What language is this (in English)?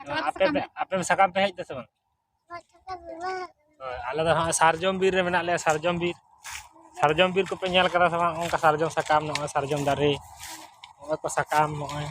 Santali